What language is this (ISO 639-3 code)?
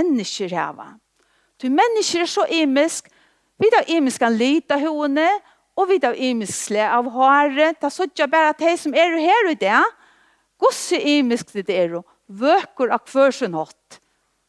fao